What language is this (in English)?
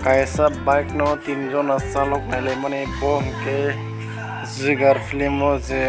Kok Borok